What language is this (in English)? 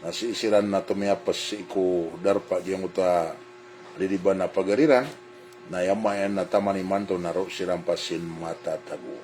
Maranao